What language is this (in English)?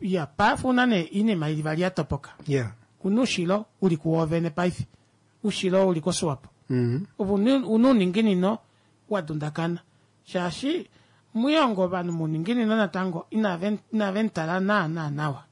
Kuanyama